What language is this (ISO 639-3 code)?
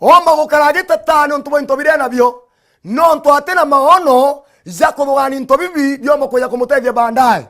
mer